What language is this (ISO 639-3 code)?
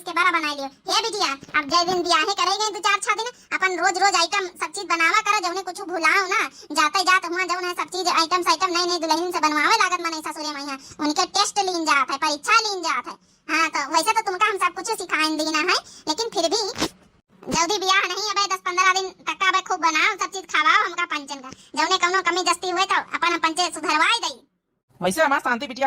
awa